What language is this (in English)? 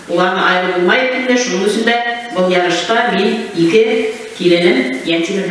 Bashkir